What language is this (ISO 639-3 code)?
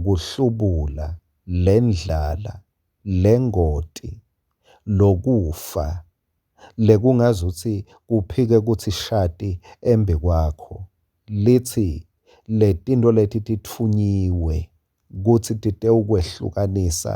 ssw